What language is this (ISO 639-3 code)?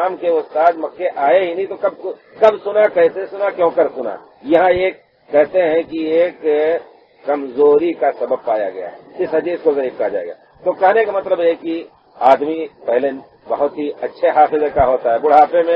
urd